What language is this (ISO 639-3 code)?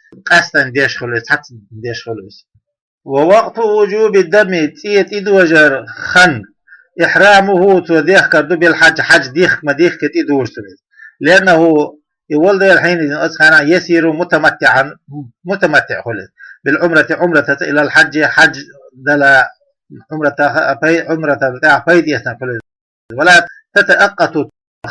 che